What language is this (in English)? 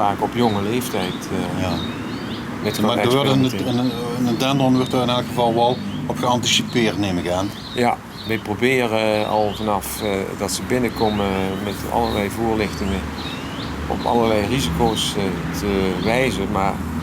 Limburgish